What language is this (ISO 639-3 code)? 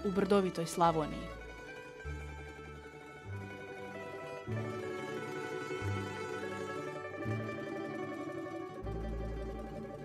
hrv